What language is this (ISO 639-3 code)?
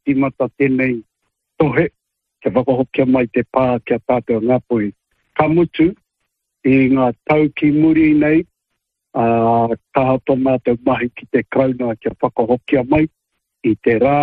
mri